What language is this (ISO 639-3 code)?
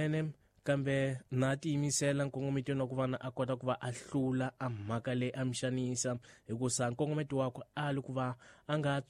tso